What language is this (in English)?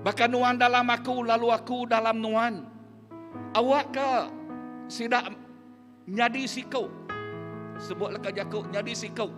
Iban